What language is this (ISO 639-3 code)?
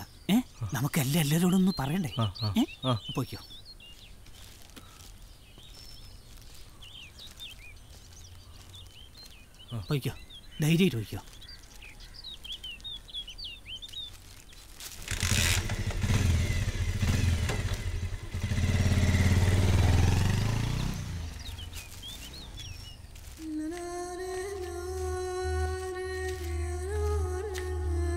mal